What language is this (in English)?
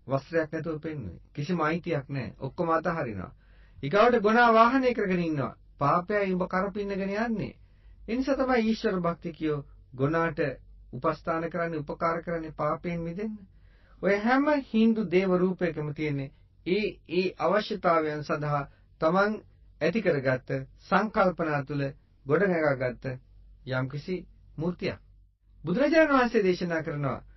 Sinhala